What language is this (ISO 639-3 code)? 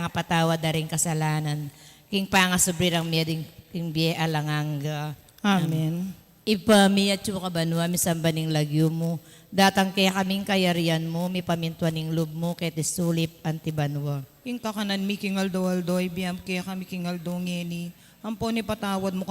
pam